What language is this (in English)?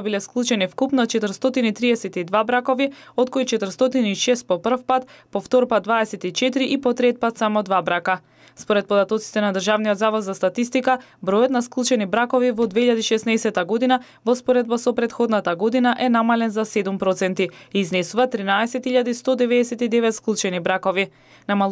Macedonian